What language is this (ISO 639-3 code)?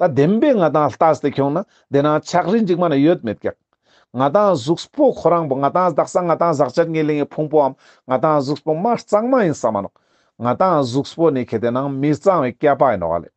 lbj